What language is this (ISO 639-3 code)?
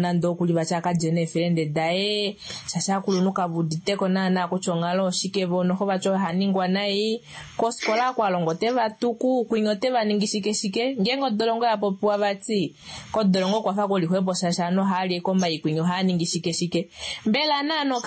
swa